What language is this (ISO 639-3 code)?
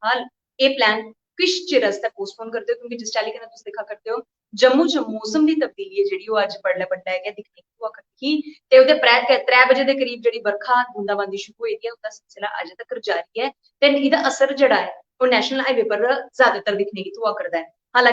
doi